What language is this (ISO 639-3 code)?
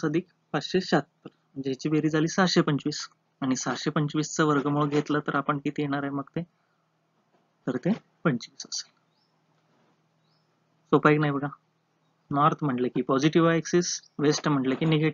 mar